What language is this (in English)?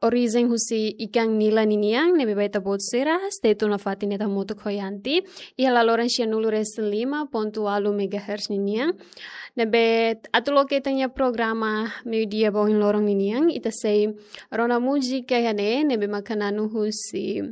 Tetum